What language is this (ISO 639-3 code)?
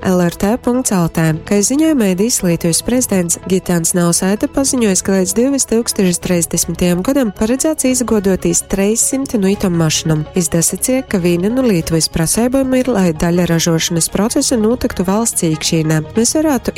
ltg